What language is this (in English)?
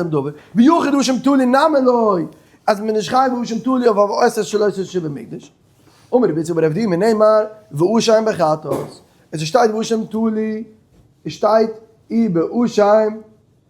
Yiddish